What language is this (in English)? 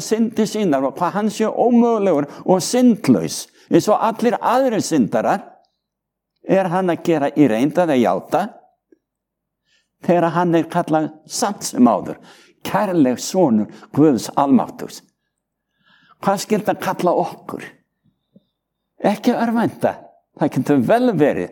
Icelandic